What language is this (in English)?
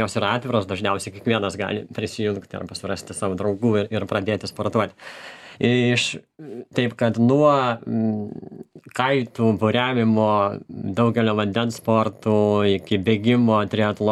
Lithuanian